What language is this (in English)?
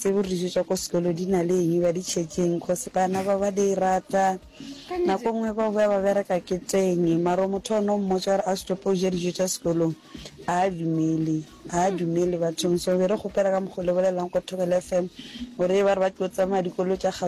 Northern Sotho